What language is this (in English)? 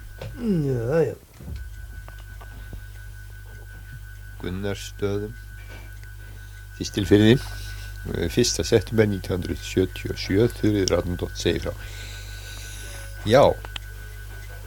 Icelandic